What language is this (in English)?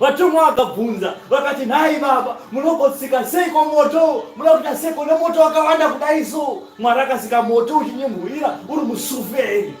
Shona